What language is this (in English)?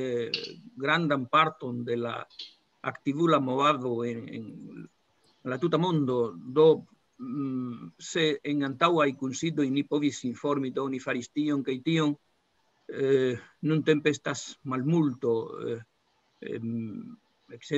Esperanto